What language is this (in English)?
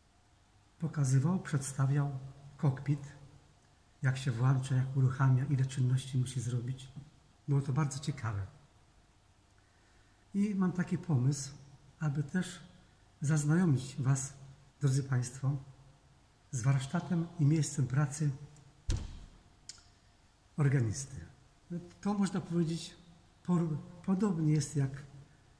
Polish